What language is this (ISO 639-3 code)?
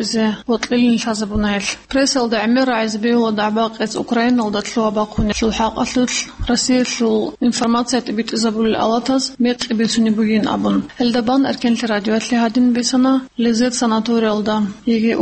ava